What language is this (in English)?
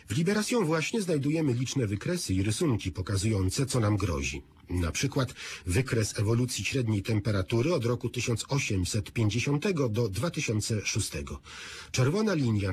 Polish